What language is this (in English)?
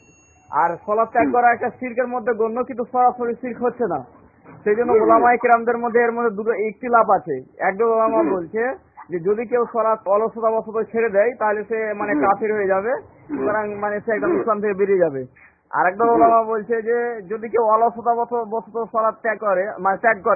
Bangla